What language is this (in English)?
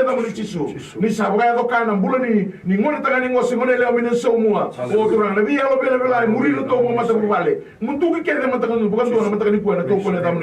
Fijian